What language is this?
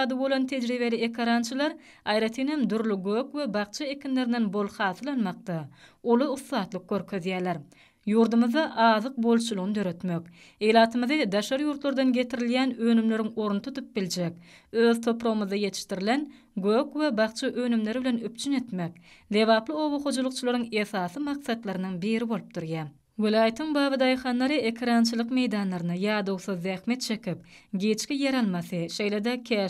Turkmen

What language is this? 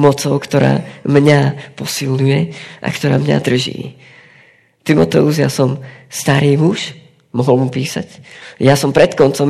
Slovak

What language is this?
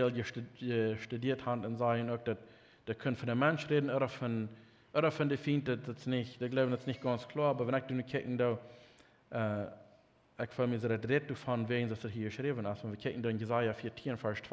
Plautdietsch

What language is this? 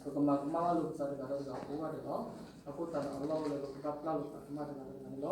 S'gaw Karen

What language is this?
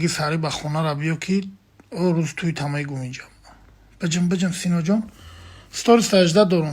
Tajik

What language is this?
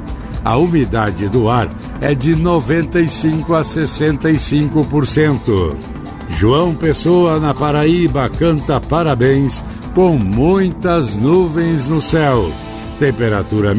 Portuguese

